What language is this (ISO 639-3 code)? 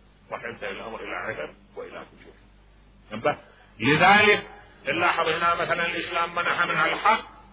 acm